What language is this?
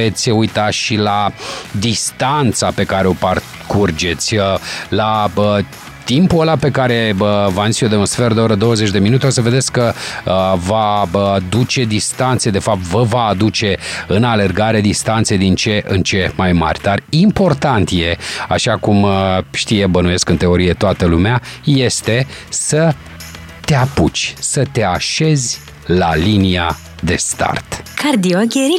Romanian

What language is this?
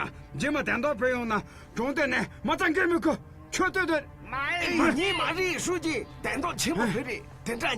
Tibetan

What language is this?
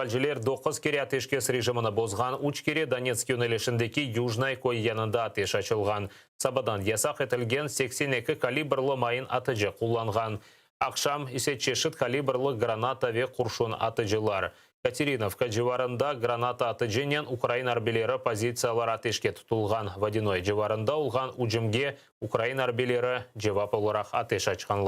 Crimean Tatar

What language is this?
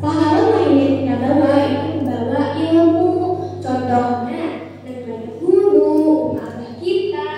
Banjar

